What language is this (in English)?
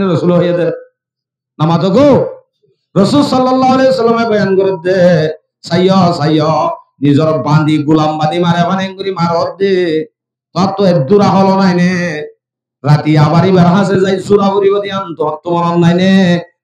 Rohingya